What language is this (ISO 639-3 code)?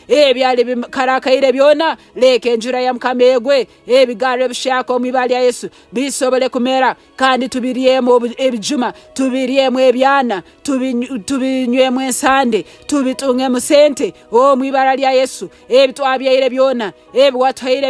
nyn